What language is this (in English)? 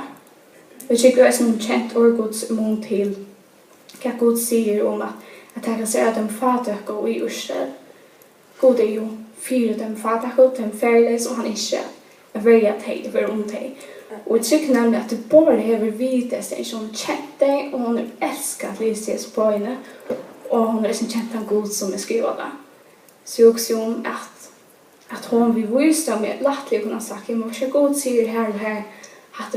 Faroese